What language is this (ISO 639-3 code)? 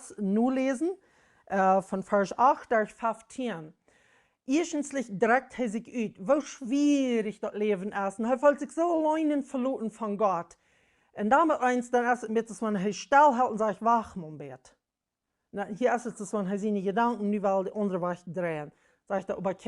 pdt